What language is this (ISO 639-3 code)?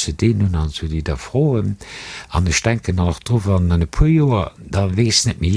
ltz